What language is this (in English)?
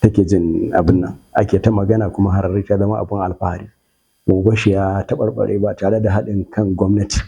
Hausa